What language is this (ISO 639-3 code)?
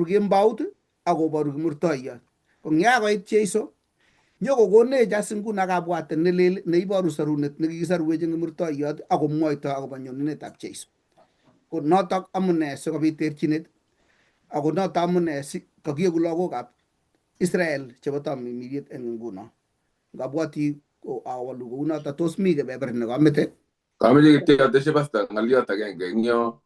kln